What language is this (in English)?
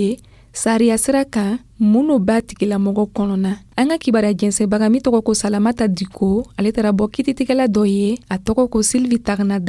Dyula